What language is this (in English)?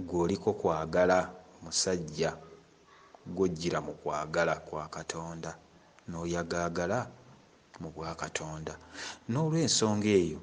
Ganda